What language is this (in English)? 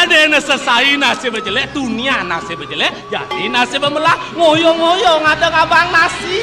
Balinese